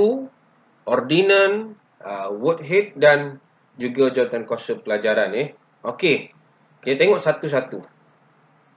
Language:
Malay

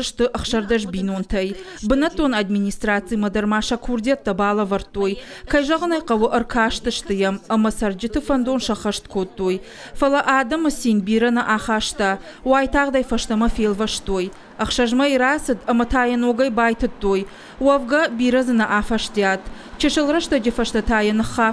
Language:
Ossetic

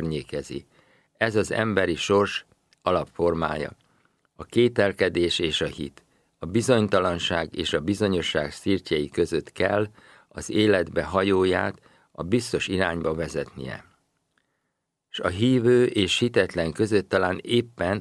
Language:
Hungarian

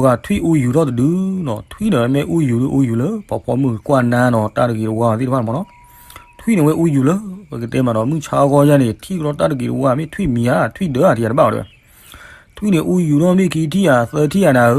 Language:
S'gaw Karen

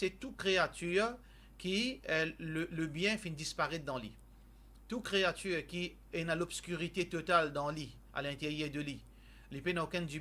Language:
Morisyen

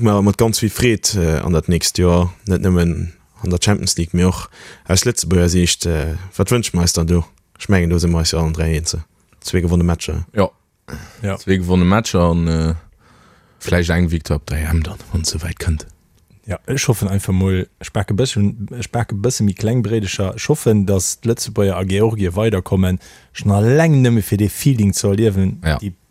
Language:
Luxembourgish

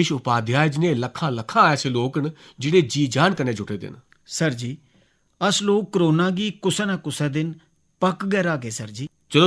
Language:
Dogri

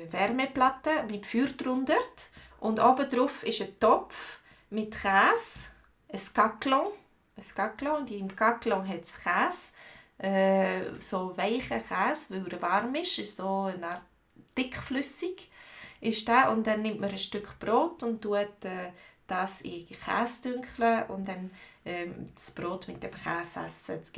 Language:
Swiss German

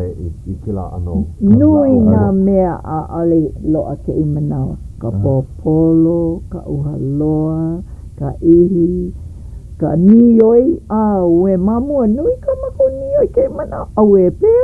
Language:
Hawaiian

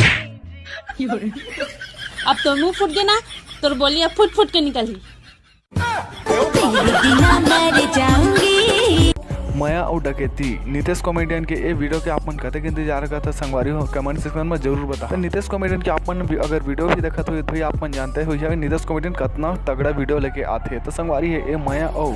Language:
Chhattisgarhi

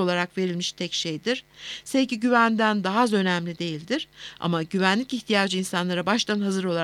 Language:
Turkish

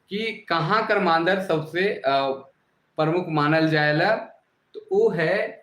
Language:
Sadri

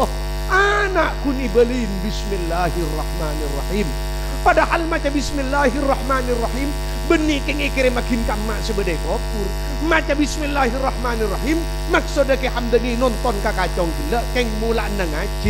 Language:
Madurese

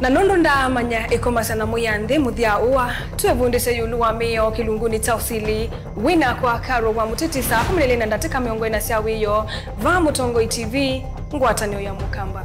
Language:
Kamba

